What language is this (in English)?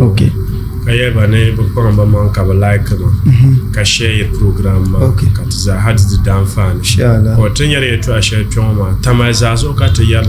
Dagbani